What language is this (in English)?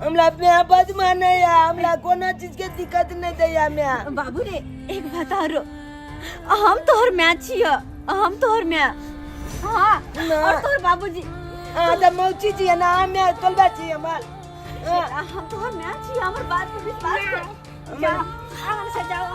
Maithili